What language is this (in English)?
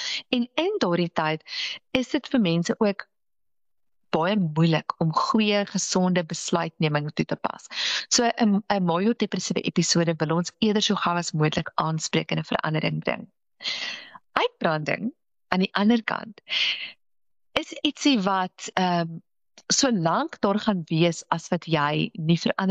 Afrikaans